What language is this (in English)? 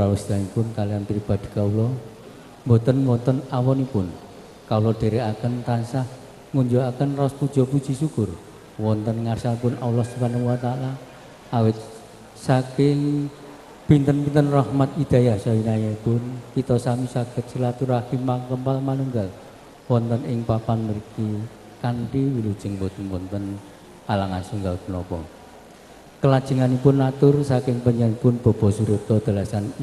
Javanese